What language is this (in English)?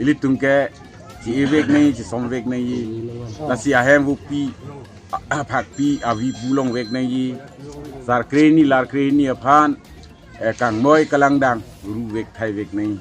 Karbi